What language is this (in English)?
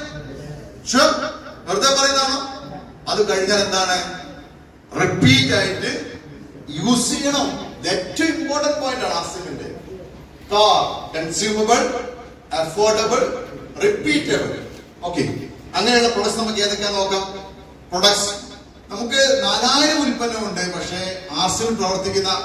Malayalam